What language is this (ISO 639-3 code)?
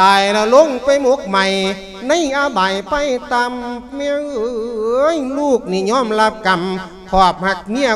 lao